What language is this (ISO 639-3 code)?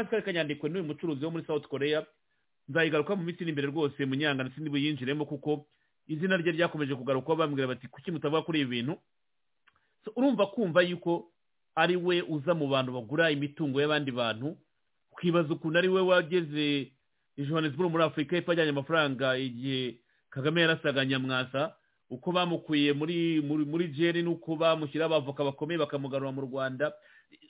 kin